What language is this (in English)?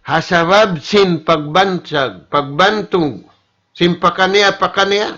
Tausug